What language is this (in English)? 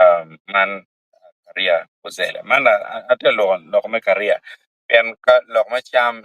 Acoli